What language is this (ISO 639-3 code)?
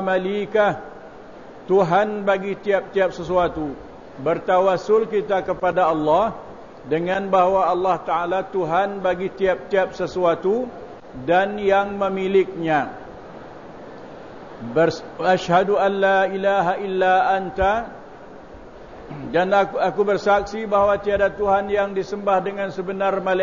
msa